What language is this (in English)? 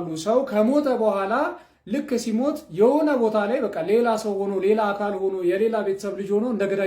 Amharic